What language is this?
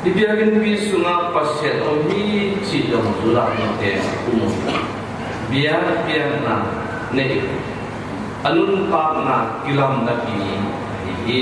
Tedim Chin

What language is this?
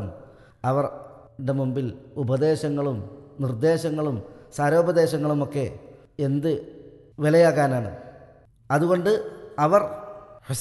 Malayalam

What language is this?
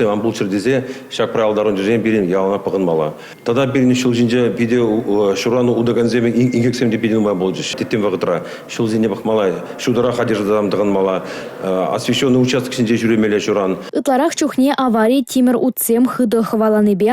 Chuvash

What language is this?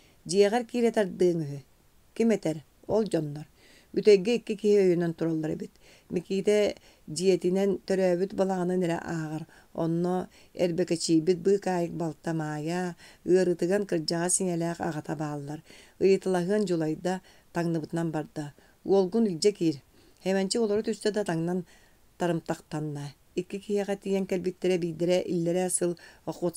Yakut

